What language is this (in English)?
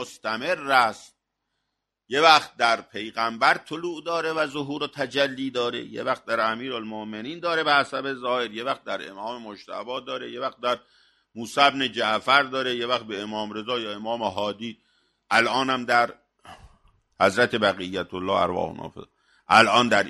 Persian